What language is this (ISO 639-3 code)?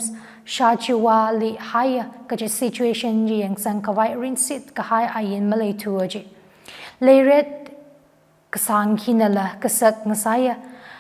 nmf